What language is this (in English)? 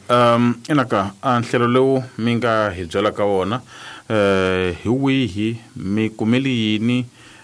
Tsonga